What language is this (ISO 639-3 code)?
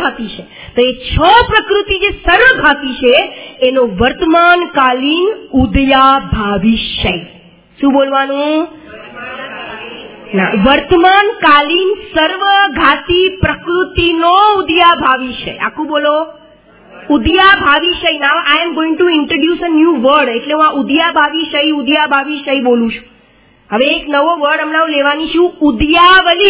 guj